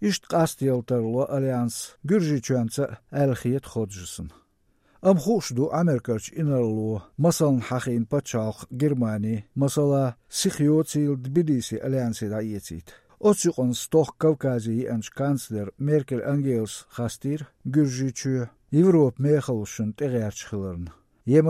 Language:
Chechen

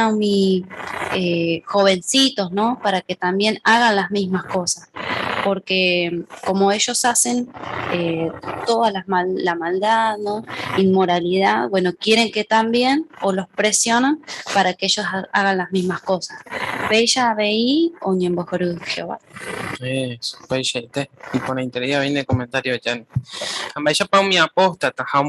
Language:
Guarani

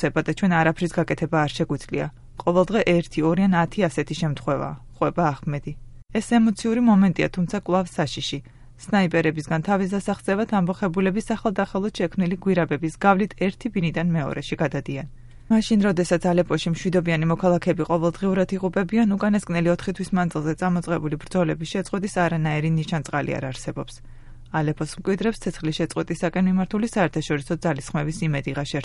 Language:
Georgian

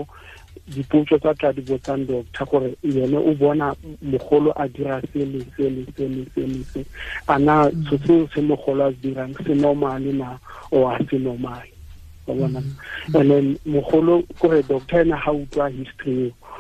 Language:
Tswana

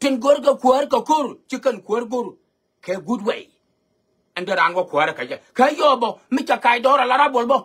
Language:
Nuer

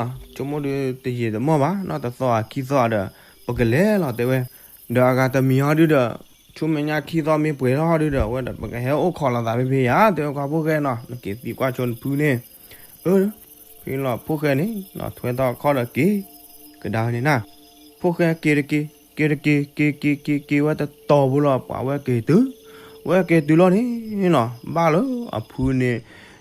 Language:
S'gaw Karen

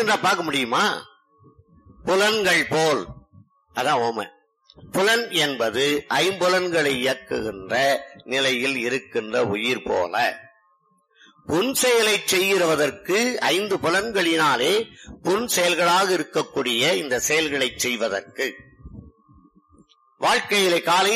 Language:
Tamil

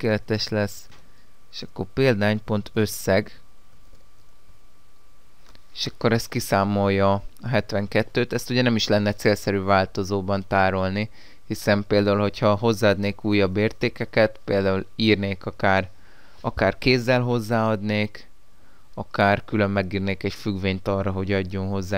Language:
Hungarian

